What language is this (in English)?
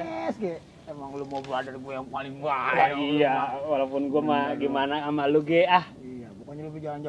Betawi